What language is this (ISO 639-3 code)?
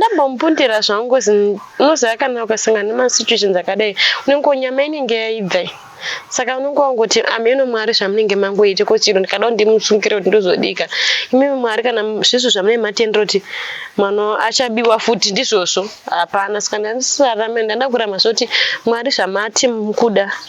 sna